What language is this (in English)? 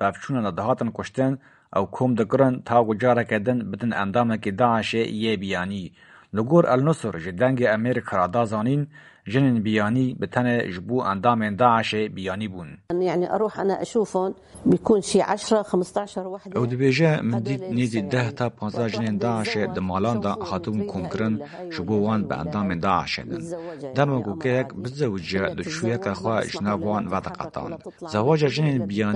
Kurdish